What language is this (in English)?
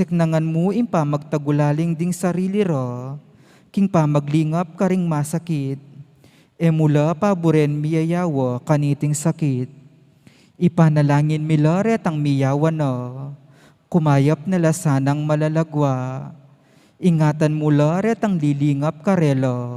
Pampanga